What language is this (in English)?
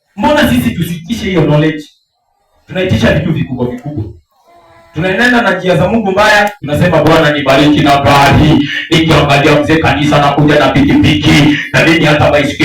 Swahili